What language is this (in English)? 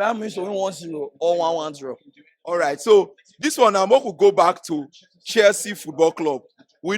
Nigerian Pidgin